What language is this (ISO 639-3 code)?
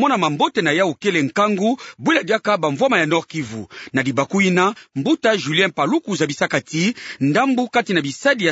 ktu